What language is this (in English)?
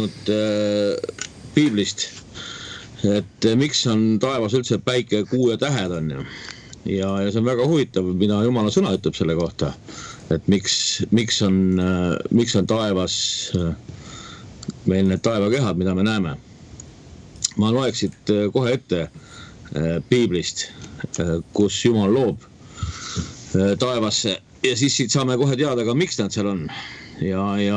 Estonian